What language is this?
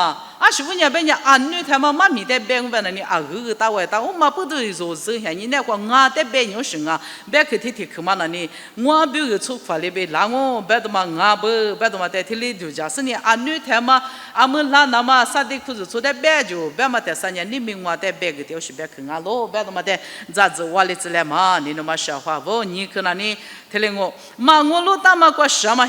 Lisu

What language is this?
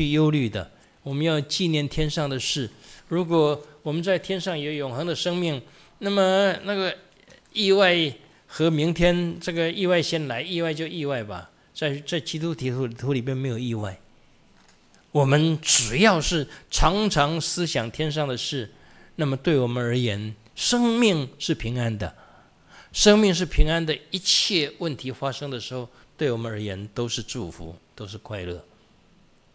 Chinese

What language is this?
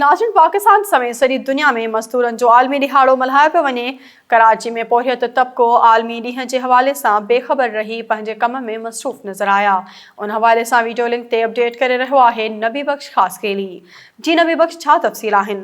Sindhi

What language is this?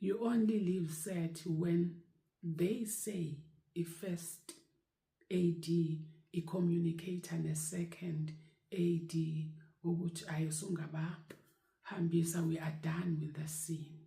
Zulu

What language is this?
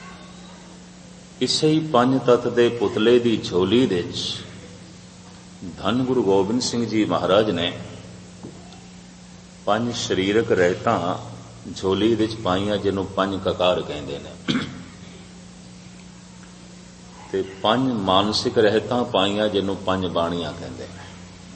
Punjabi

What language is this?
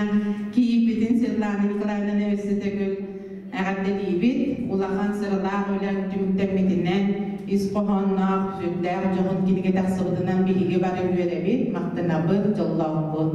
Yakut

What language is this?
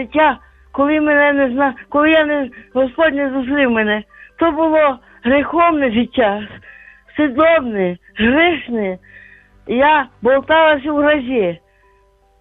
Ukrainian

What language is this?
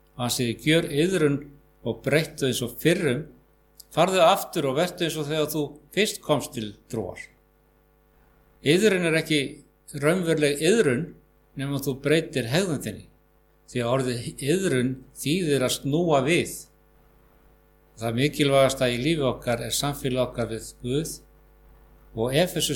Icelandic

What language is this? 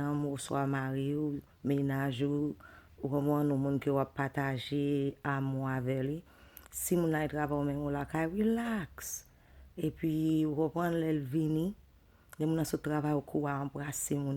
Haitian Creole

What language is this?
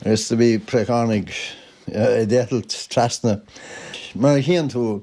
Irish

